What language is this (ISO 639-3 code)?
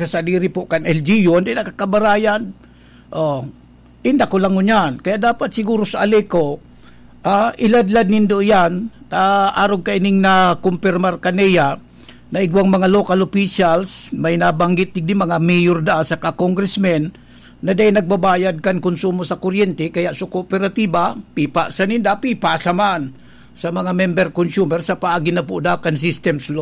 bik